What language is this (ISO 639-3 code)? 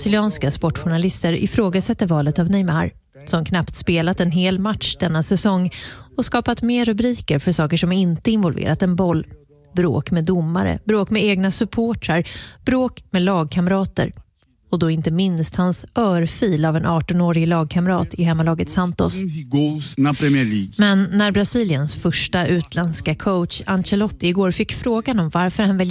swe